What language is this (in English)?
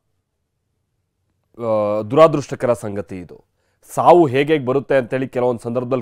Kannada